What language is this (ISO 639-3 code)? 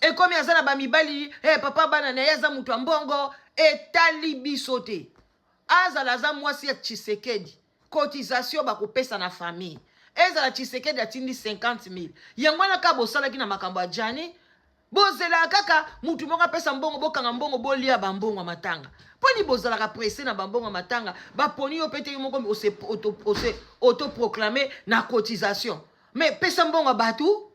lin